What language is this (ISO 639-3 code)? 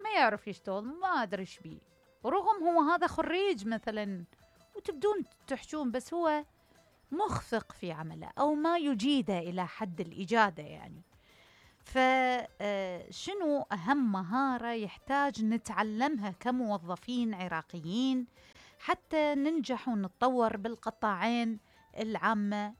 acm